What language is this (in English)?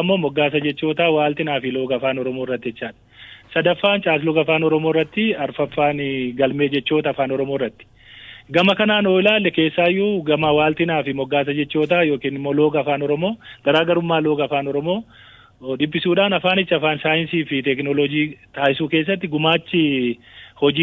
Oromo